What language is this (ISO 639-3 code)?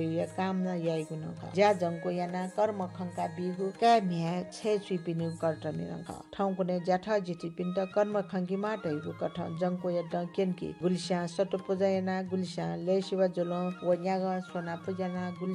new